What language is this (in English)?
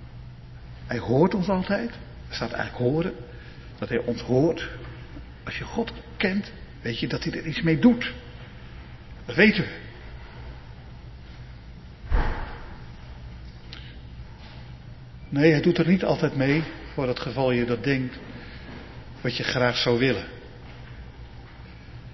Dutch